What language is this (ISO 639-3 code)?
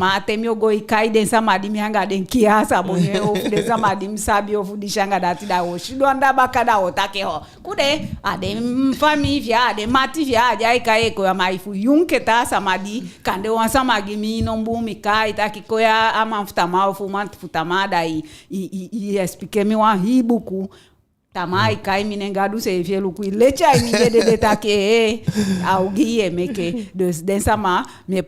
djk